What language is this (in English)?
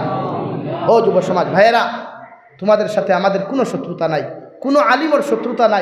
Sylheti